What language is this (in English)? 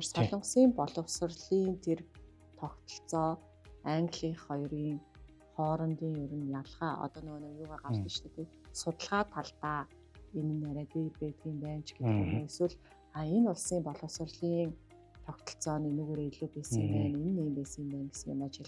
Mongolian